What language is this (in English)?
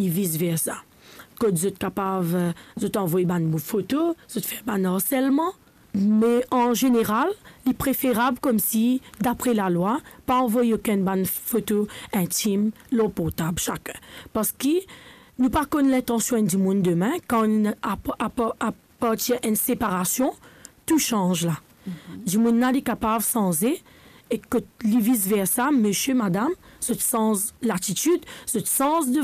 Morisyen